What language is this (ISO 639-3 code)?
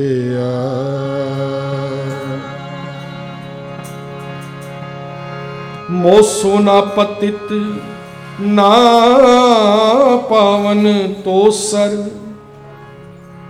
pan